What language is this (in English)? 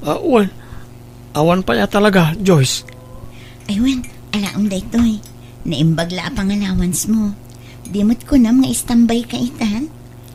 Iloko